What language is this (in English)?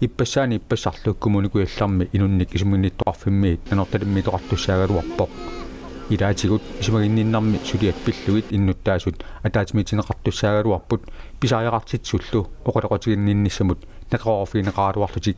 Kalaallisut